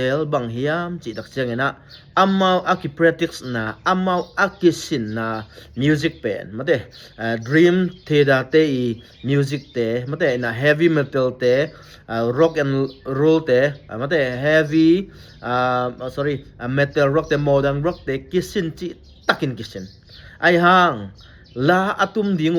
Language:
Tedim Chin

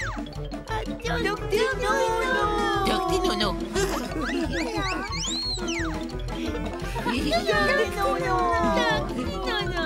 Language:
Swedish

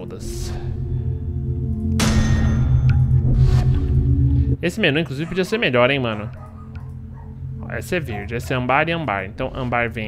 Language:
Portuguese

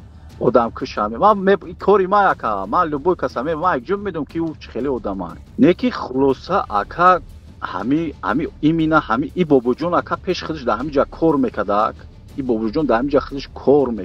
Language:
Tajik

